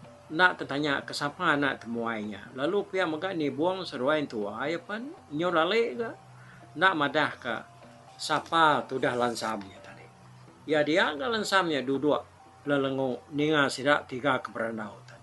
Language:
Iban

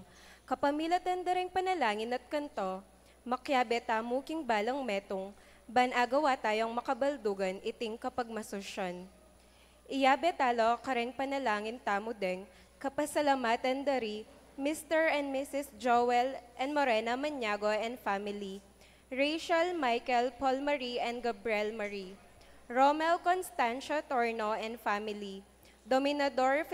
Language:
Pampanga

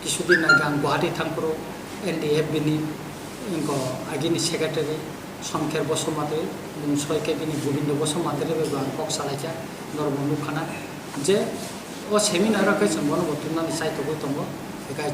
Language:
Kok Borok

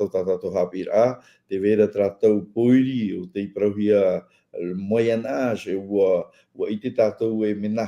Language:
Tahitian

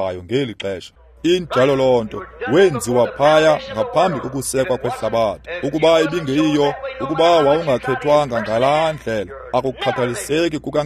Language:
Xhosa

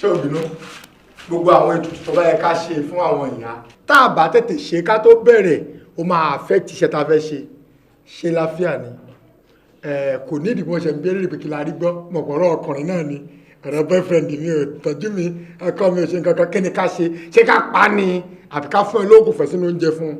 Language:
Yoruba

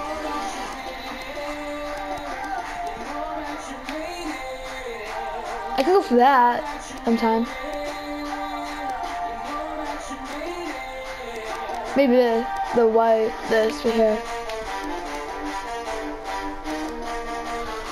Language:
English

